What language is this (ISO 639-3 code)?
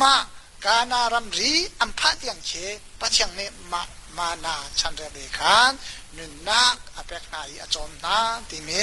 cnh